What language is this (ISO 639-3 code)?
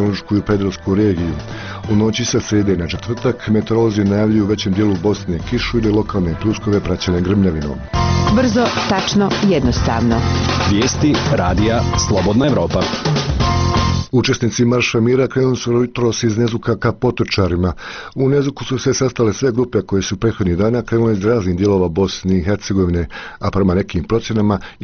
bos